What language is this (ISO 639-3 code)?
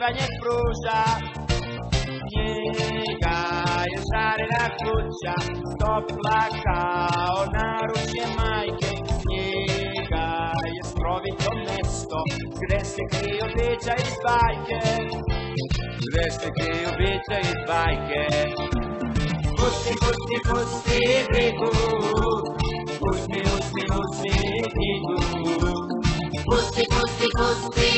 srp